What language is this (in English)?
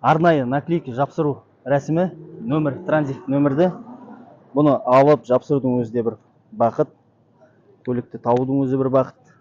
Kazakh